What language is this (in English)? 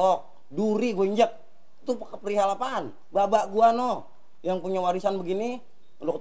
Betawi